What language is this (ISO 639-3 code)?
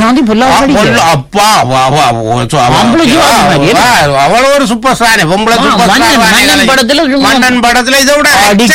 tam